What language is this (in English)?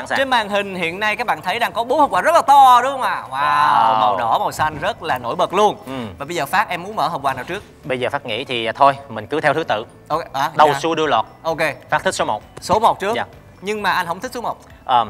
Vietnamese